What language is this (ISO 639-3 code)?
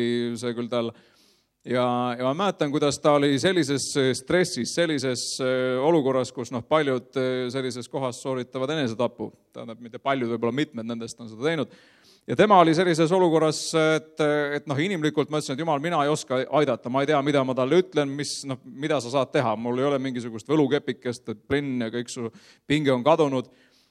est